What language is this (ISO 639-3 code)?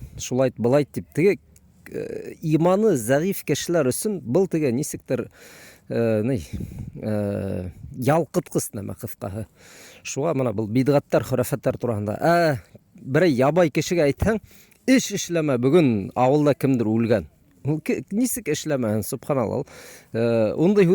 bak